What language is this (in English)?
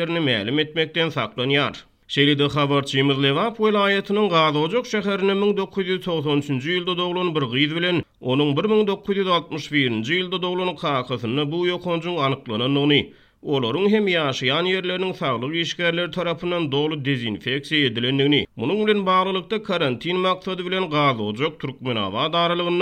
Turkmen